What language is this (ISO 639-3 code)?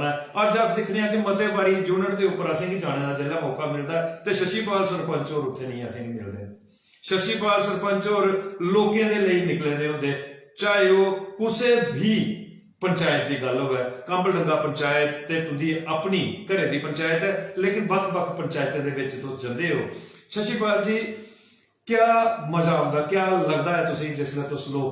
doi